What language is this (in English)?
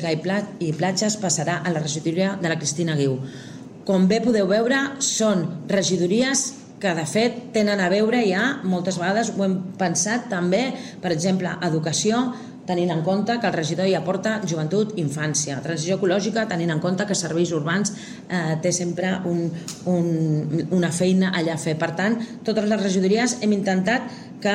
Catalan